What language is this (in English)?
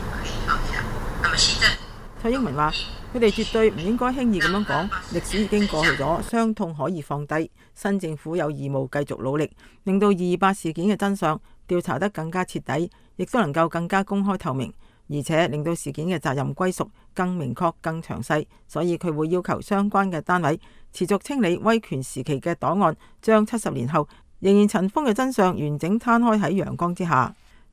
Cantonese